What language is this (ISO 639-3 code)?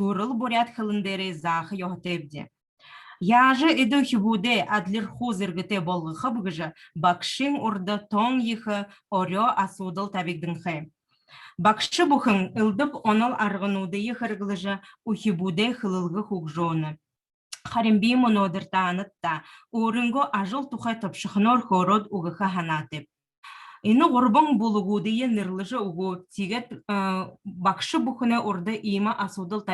bua